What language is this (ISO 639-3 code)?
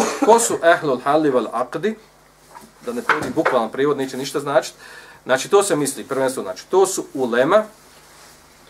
bos